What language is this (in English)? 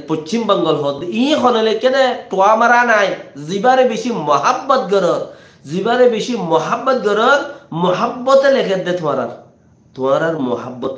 Rohingya